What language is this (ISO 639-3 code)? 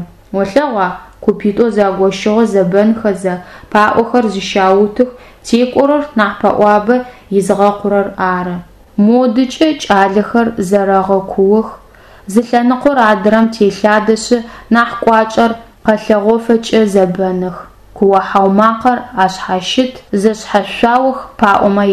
ady